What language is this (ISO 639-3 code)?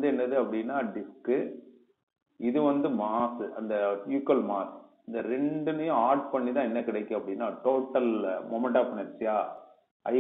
tam